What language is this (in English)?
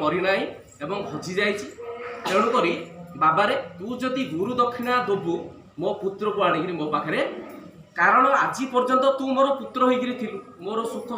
Odia